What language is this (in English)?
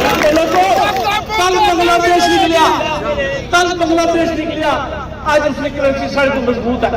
Pahari-Potwari